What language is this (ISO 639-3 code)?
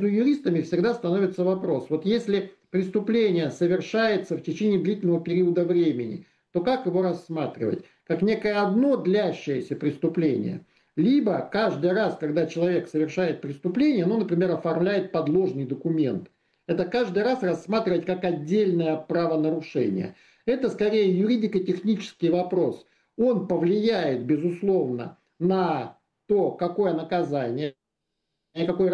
rus